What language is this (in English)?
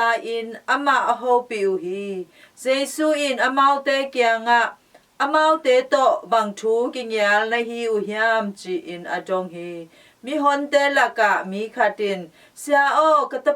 Tedim Chin